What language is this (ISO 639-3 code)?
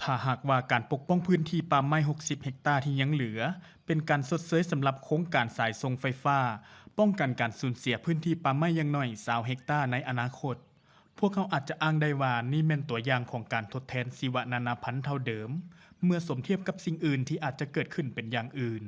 lao